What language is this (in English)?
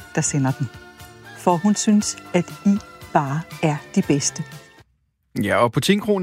Danish